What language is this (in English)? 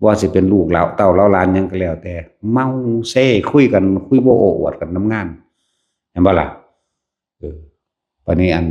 Lao